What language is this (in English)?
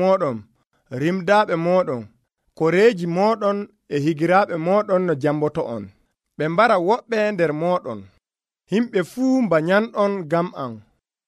Nigerian Fulfulde